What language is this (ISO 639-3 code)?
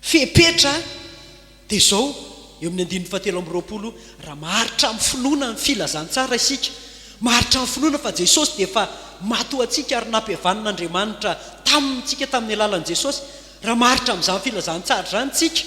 mlg